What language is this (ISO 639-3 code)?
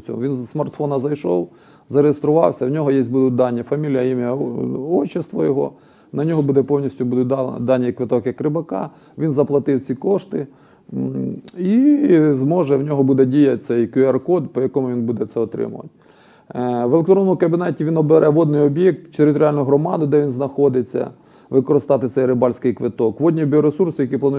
ukr